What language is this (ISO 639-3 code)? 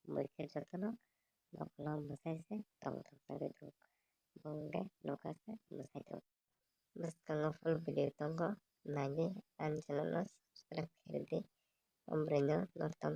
trp